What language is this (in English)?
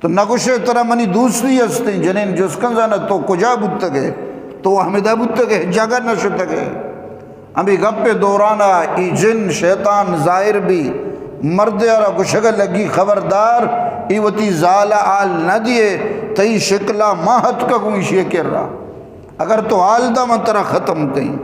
Eastern Balochi